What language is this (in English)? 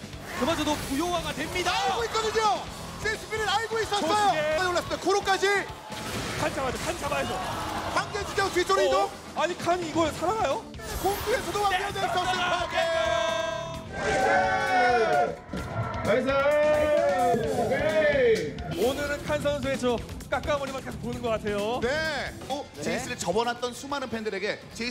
Korean